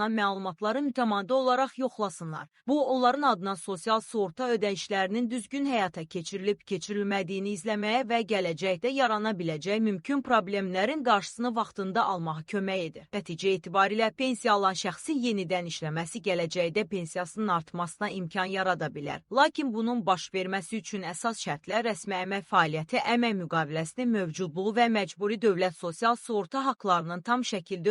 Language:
Azerbaijani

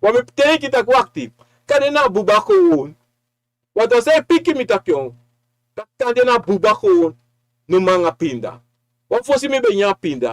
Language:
Sranan Tongo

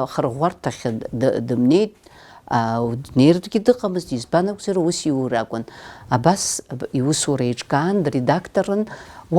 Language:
Abkhazian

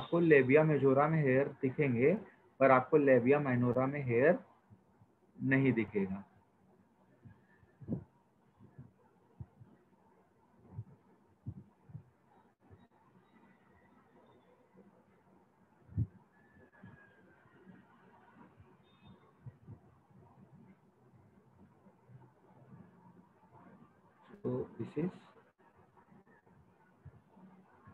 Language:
Hindi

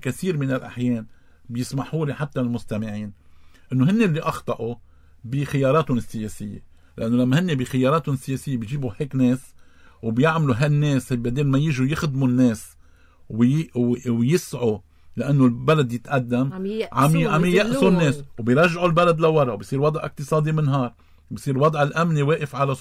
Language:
North Levantine Arabic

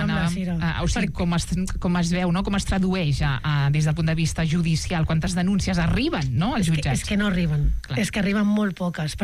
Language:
Catalan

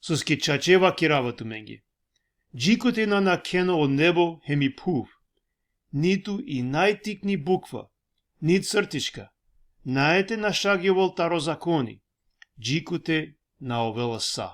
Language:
Balkan Romani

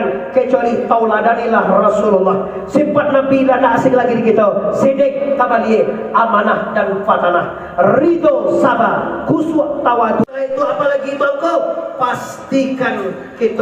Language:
Minangkabau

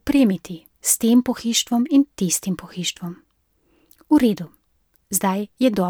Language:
Slovenian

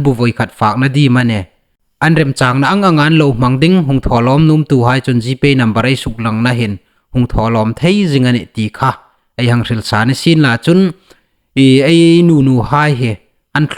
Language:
Hmar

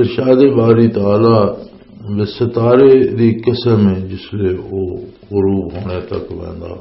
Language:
Western Panjabi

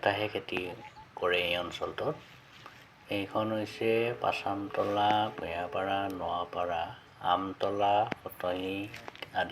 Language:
Assamese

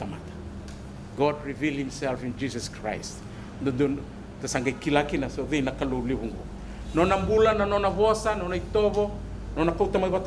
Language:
Fijian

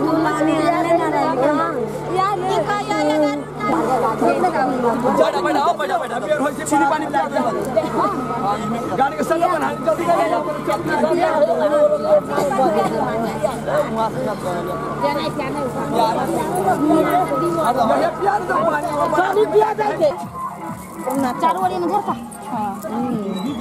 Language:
Bhojpuri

